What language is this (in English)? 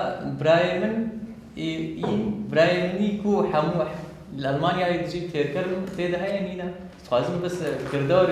Kurdish